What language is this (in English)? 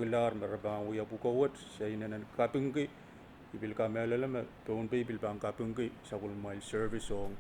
Pohnpeian